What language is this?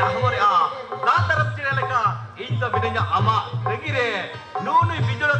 Santali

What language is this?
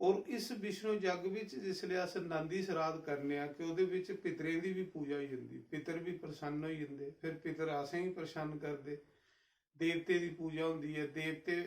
Dogri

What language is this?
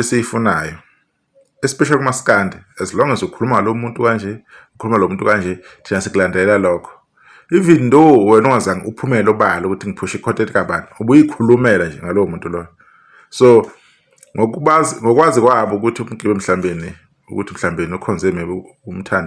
Zulu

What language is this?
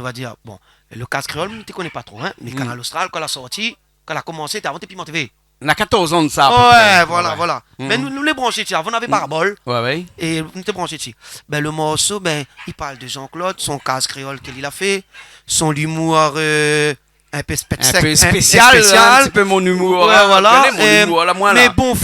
Réunion Creole French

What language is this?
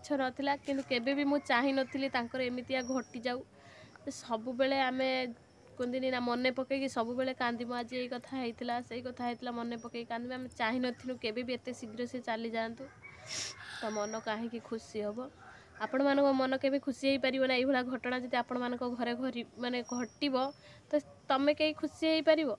Odia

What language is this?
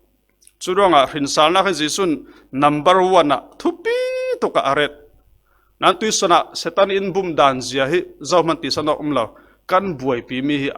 Falam Chin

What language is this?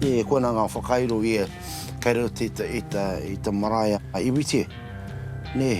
Māori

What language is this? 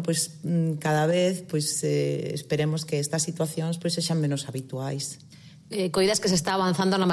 Galician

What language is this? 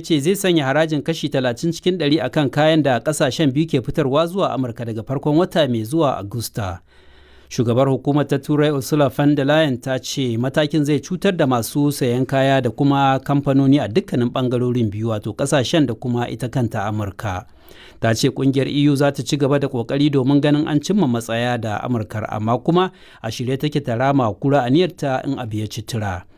Hausa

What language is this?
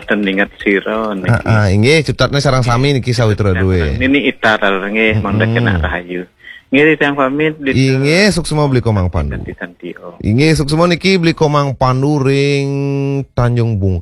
Balinese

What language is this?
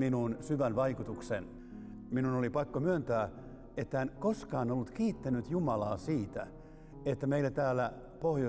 Finnish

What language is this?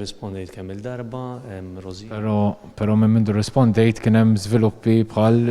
Maltese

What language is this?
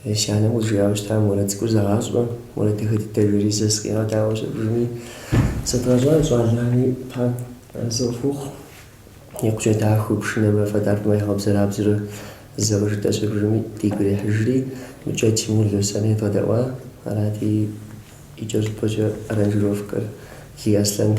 Kabardian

